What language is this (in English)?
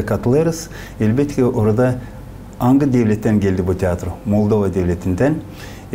Gagauz